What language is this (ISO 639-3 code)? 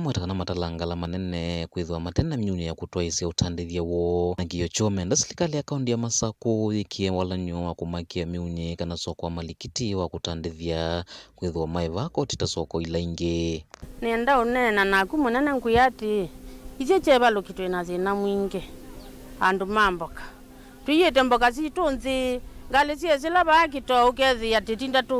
kam